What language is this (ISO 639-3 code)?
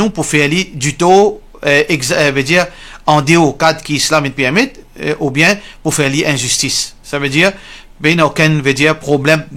mfe